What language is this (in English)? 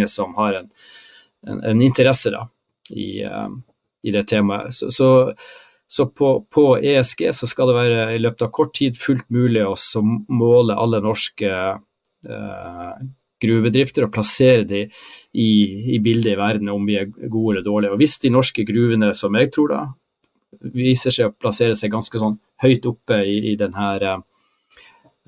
Norwegian